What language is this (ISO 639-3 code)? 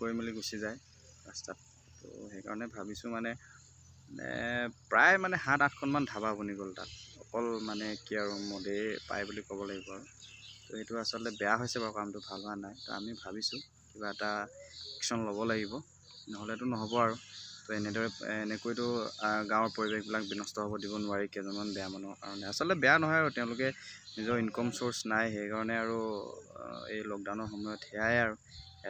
asm